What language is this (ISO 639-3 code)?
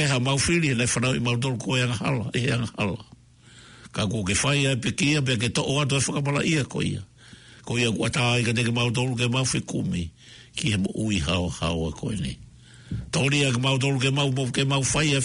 ton